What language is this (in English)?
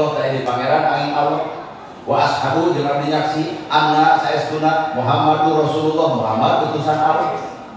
Sundanese